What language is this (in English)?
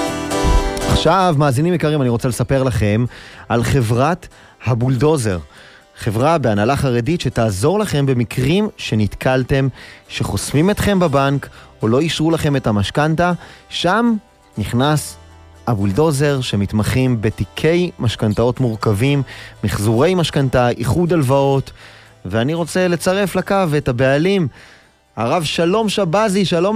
Hebrew